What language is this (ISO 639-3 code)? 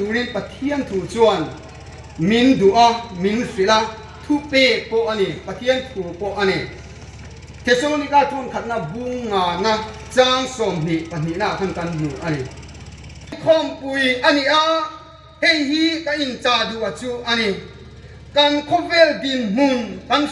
hmr